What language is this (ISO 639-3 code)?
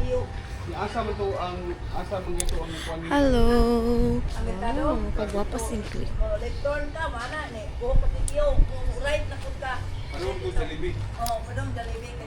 ceb